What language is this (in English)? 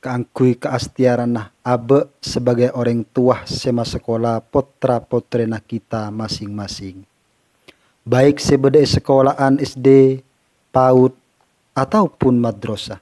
Madurese